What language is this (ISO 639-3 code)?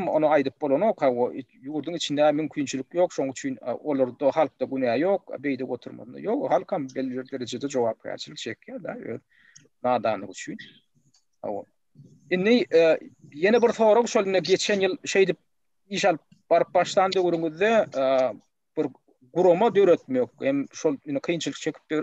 tuk